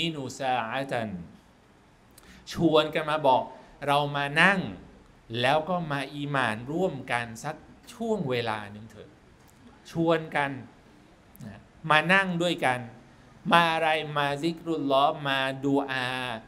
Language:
Thai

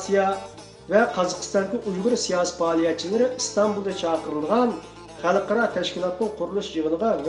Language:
Uyghur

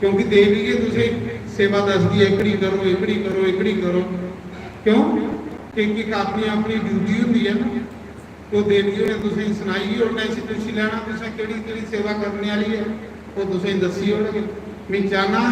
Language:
Dogri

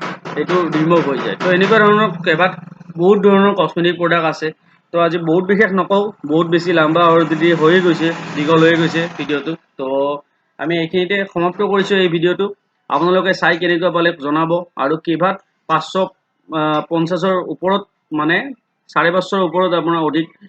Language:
Assamese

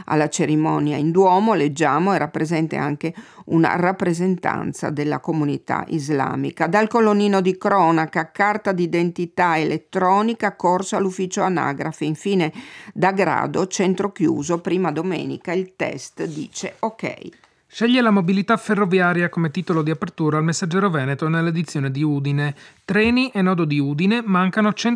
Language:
Italian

